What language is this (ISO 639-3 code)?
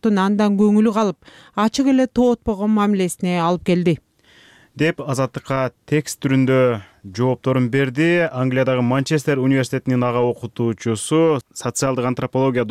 kir